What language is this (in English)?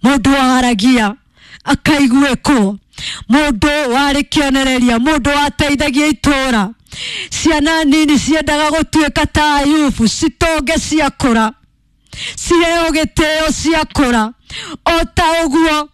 Kikuyu